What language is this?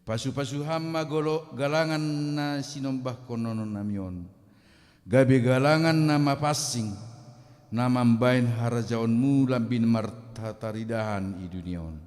Batak Simalungun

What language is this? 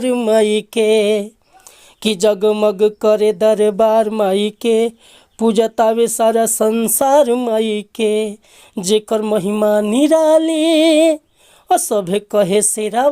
Bhojpuri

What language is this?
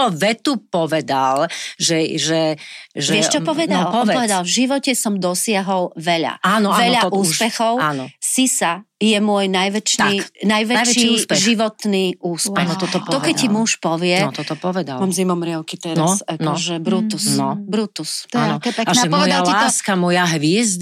Slovak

